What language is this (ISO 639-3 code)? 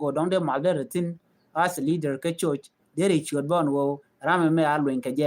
nus